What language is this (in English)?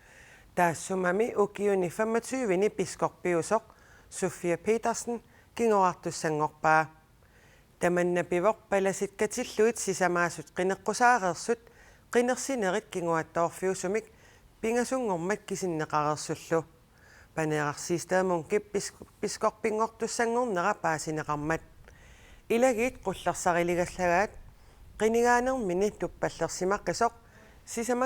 Kalaallisut